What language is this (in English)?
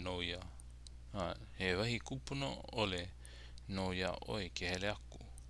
Hawaiian